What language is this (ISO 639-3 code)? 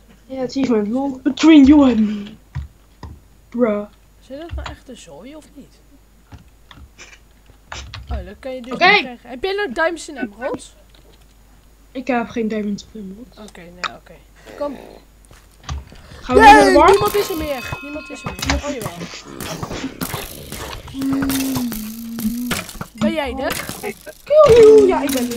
nld